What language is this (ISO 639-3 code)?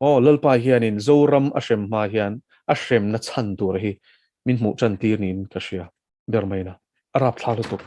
lus